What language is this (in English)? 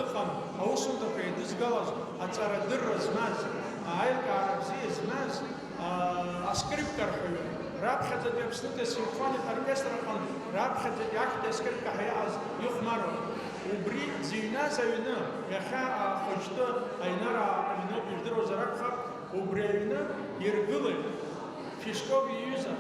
Abkhazian